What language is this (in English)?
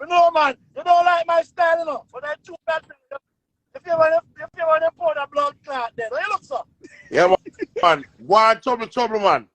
Jamaican Creole English